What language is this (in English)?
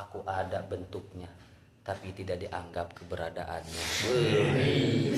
Sundanese